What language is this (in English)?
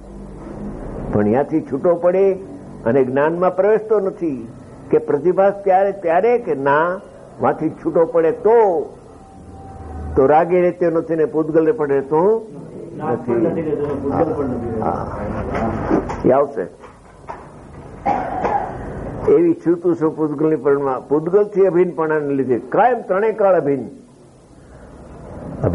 Gujarati